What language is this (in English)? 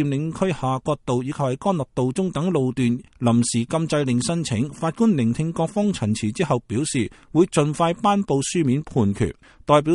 Cantonese